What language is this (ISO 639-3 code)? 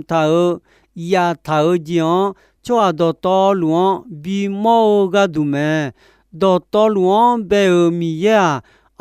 ahk